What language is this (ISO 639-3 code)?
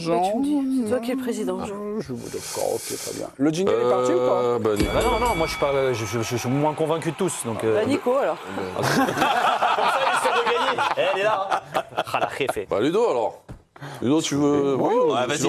fra